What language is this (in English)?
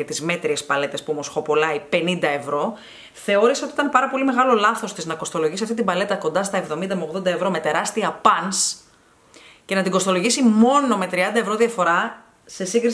Greek